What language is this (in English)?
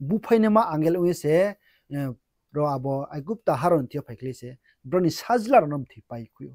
Riang (India)